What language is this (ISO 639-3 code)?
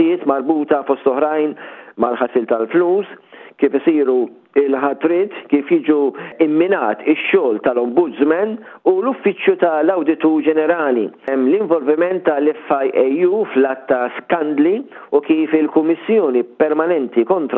mlt